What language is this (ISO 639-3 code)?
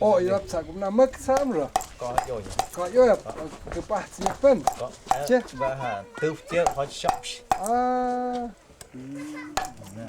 mto